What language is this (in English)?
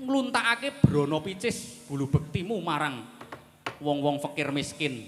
Javanese